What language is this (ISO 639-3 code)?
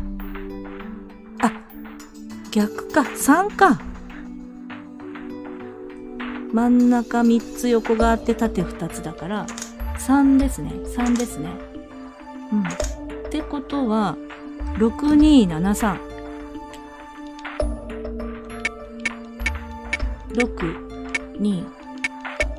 jpn